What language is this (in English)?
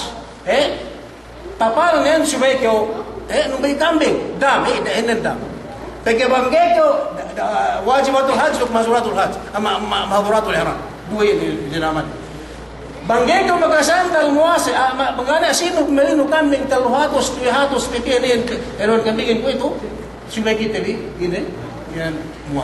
Yakan